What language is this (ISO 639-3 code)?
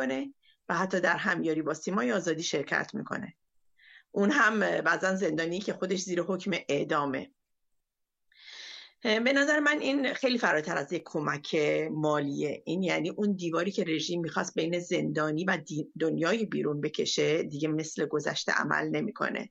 fas